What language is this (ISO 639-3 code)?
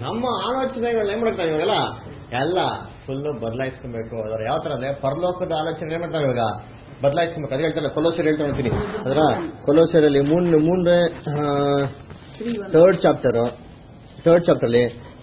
kan